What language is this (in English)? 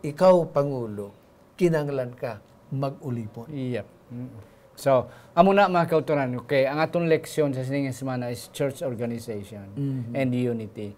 Hiligaynon